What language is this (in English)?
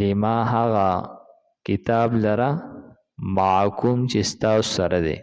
Pashto